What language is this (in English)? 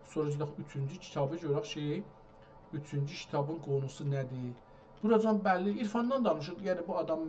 South Azerbaijani